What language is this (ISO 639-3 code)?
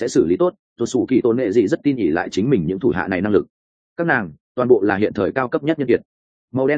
vie